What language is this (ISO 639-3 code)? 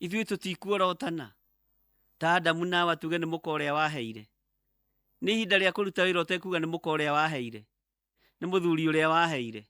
kik